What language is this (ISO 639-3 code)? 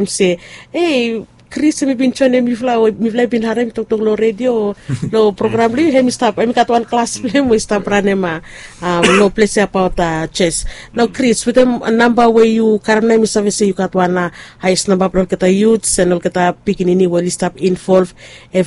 bis